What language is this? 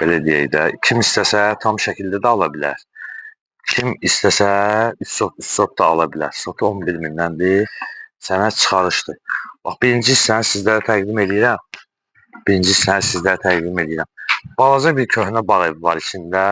Azerbaijani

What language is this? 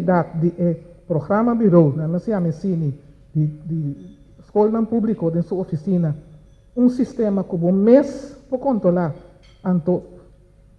Papiamento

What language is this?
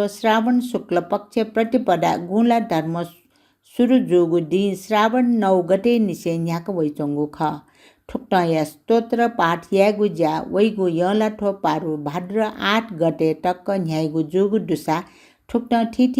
Newari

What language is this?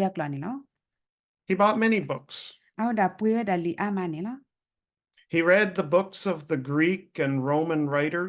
S'gaw Karen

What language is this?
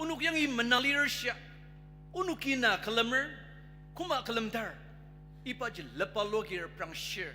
Ao Naga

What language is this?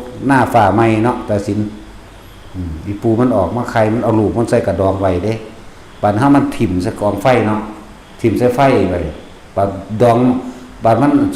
Northeastern Thai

